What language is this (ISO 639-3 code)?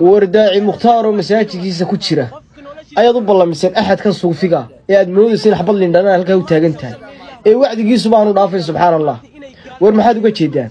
som